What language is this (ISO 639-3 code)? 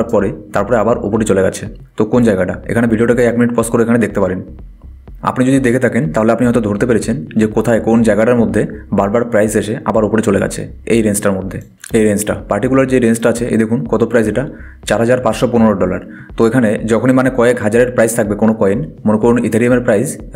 ben